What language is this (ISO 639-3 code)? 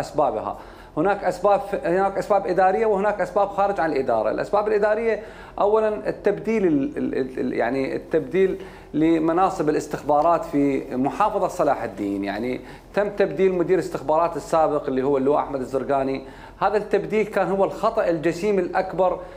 acm